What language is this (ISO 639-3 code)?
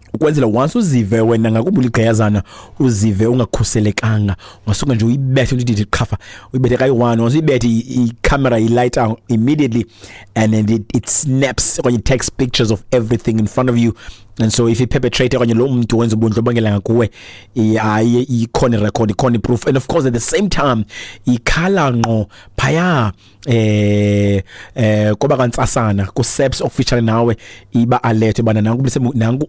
xho